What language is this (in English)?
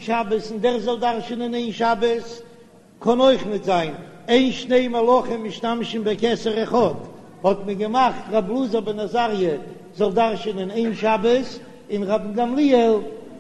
Yiddish